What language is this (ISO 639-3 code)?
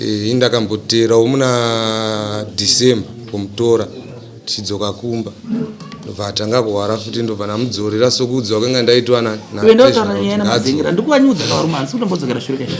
sna